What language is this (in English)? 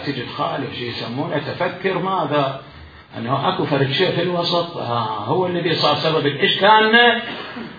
Mesopotamian Arabic